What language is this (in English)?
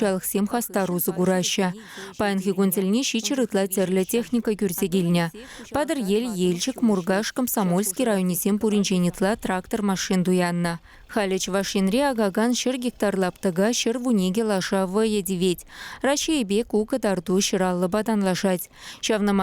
Chuvash